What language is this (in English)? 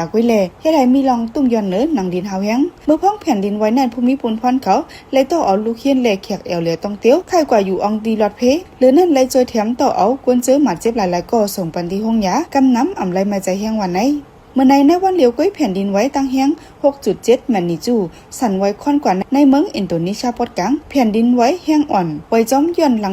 Shan